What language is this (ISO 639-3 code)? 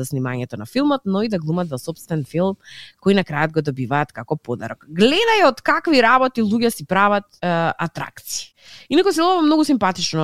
mkd